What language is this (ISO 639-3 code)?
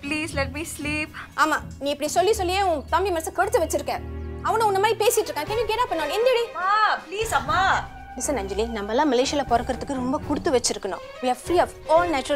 tam